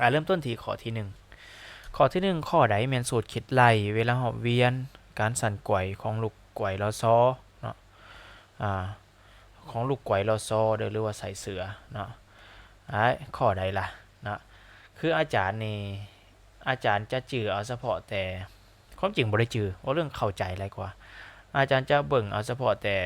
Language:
Lao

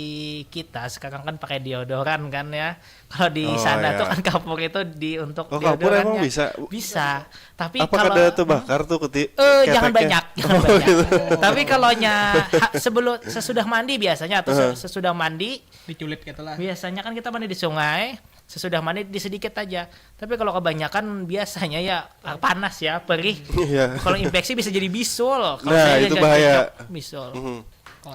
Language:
Banjar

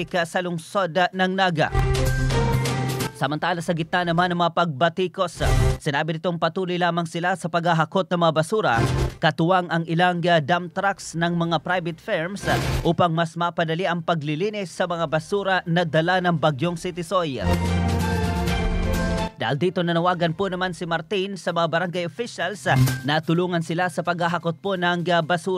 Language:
Filipino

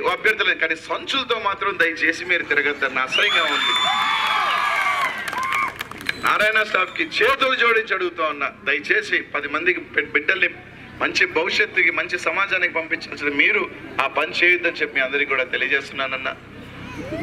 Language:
Telugu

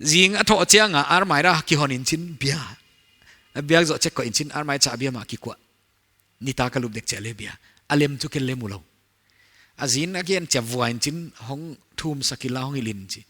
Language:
Paite Chin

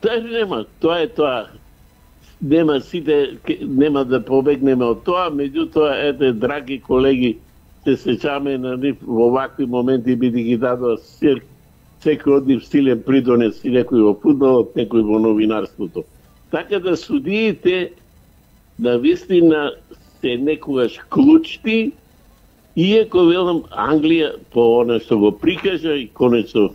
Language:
Macedonian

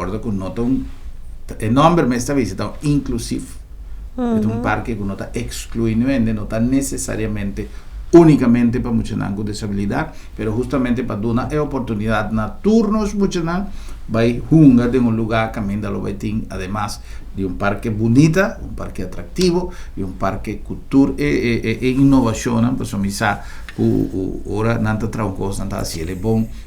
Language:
Papiamento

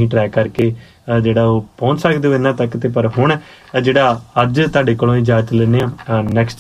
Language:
Punjabi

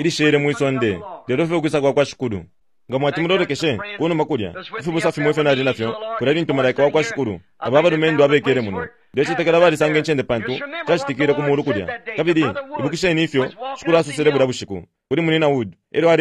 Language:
Bemba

